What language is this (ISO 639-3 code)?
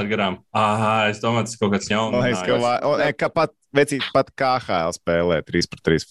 lav